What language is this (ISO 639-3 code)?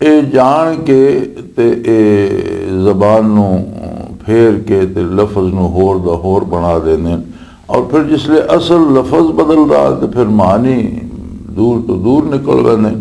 lah